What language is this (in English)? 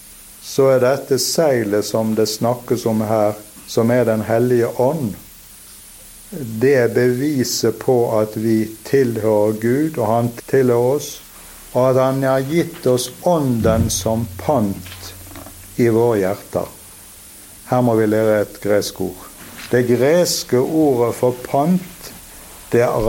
Norwegian